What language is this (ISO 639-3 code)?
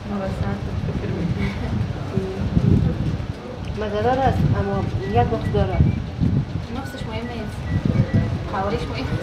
fas